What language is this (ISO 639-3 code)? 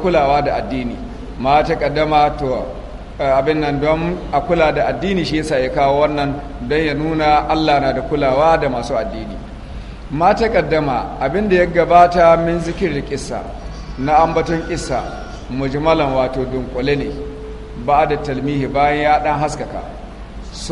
hau